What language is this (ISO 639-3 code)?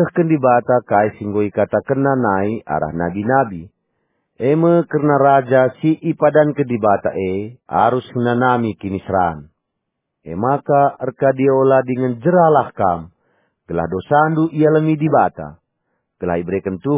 btx